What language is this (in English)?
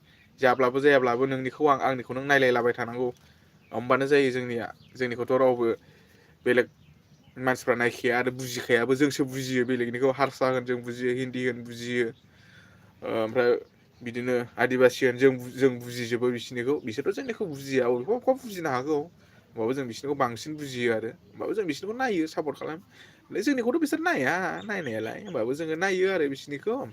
Bodo